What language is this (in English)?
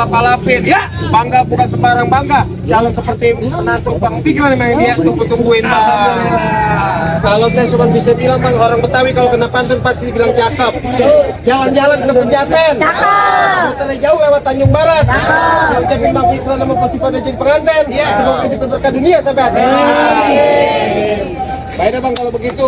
Betawi